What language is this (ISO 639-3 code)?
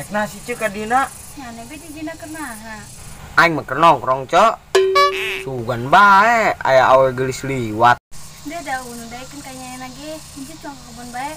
sun